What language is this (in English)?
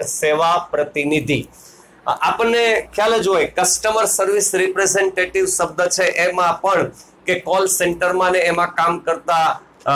Gujarati